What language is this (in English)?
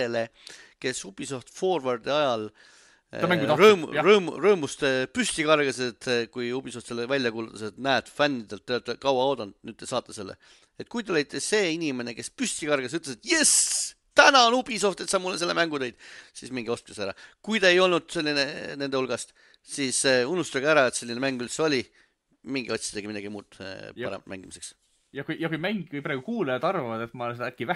Estonian